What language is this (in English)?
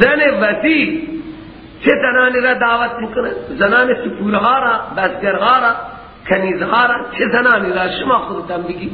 Persian